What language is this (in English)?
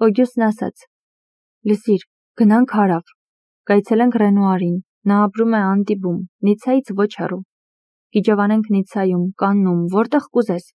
Armenian